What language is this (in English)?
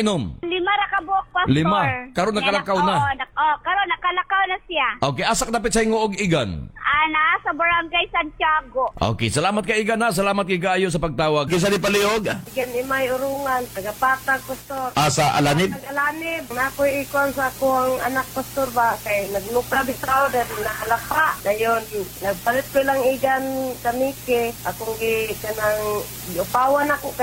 Cebuano